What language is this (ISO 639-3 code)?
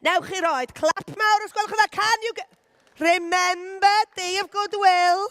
cym